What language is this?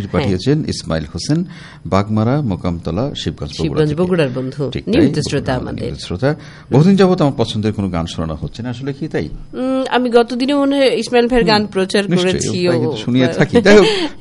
Bangla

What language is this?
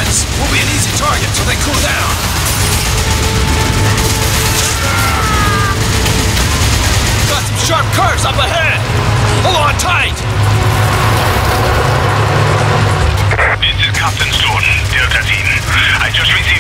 English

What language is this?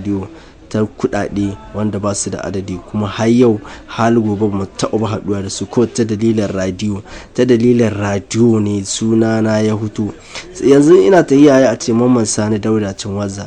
Hausa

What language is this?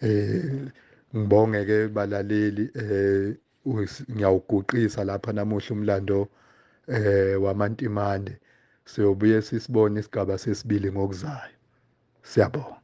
Zulu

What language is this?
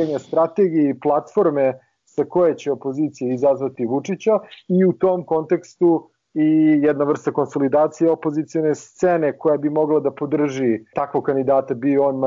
Serbian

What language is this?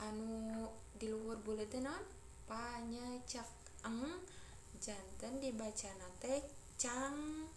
Sundanese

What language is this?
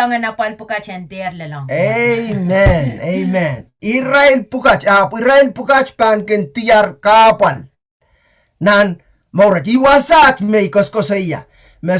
Pohnpeian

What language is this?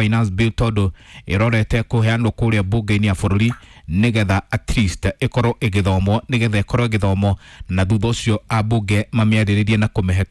Kikuyu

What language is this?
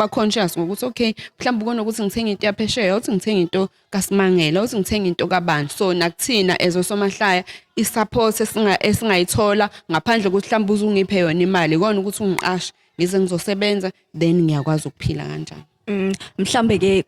Zulu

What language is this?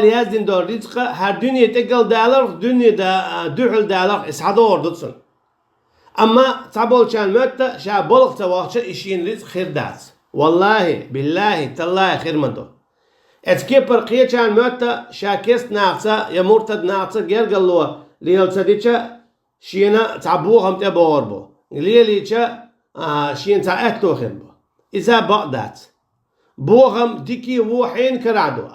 Chechen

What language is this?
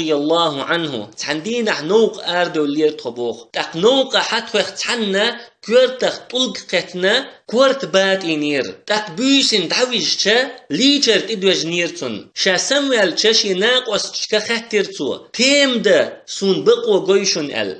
Chechen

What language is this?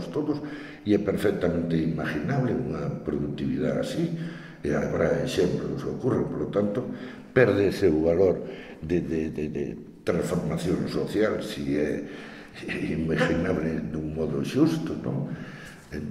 Galician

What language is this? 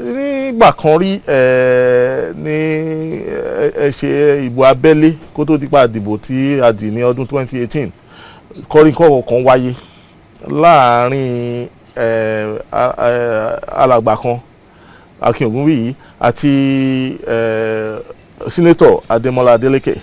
Yoruba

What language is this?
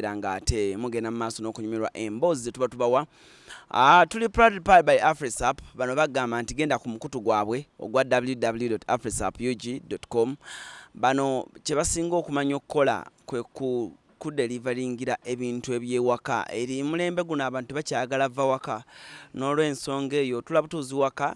Ganda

